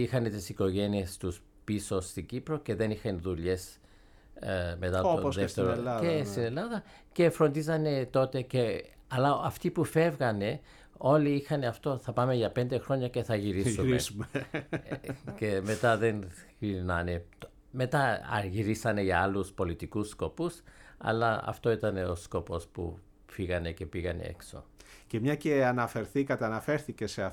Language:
Greek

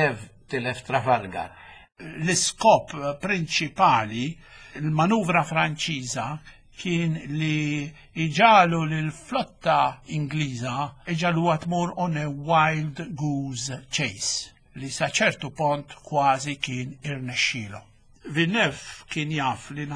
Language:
Maltese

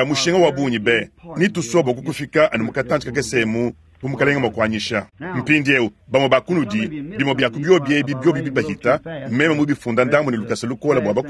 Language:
Luba-Lulua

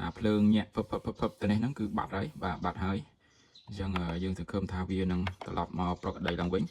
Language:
Khmer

